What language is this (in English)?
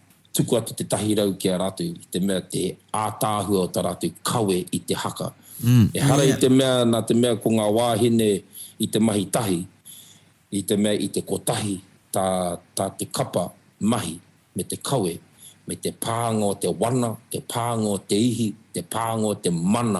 Māori